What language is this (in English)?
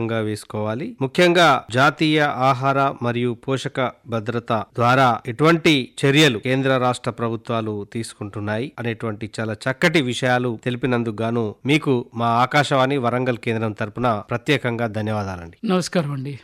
Telugu